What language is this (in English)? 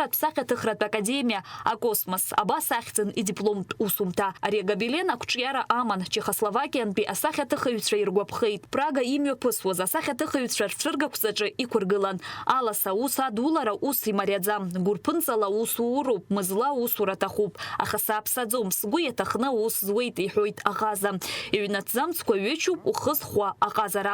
Abkhazian